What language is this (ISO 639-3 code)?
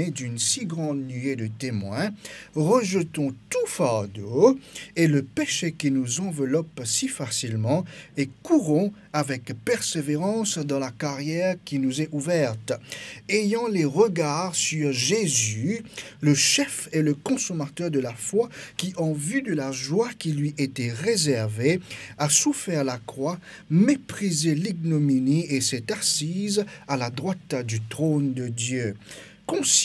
mfe